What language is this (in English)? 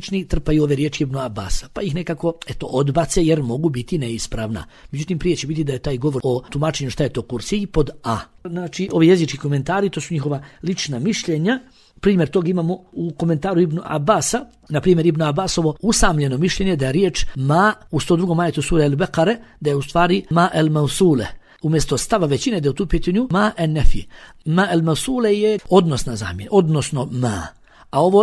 Bosnian